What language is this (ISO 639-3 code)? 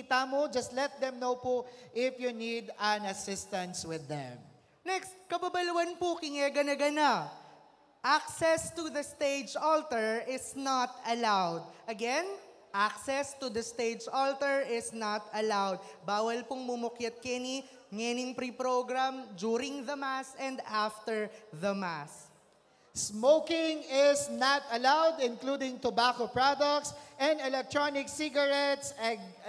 pam